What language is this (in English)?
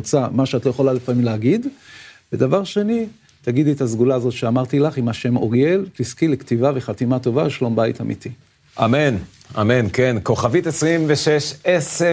Hebrew